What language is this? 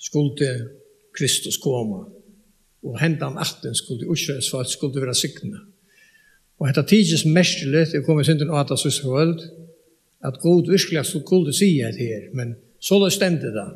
Faroese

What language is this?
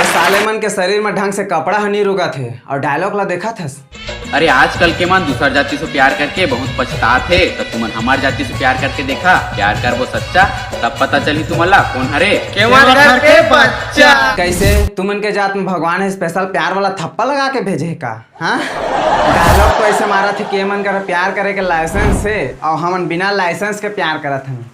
Chhattisgarhi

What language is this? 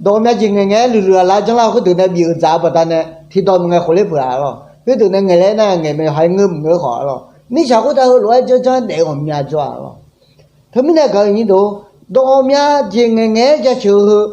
Akha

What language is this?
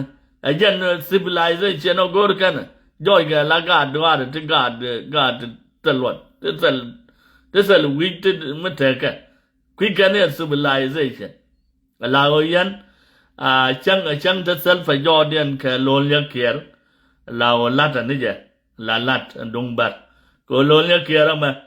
Nuer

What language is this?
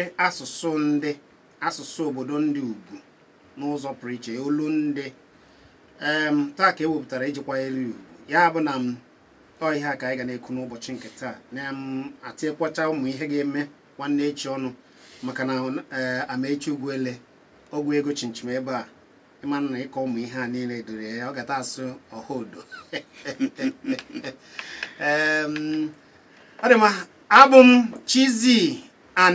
Igbo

